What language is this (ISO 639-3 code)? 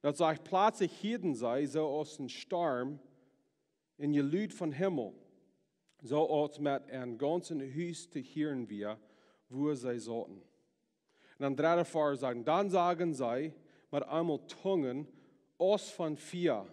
pdt